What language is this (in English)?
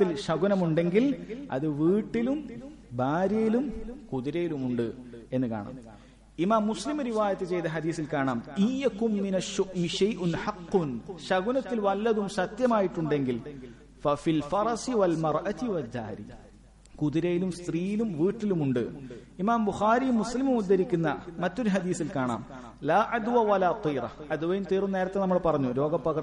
Malayalam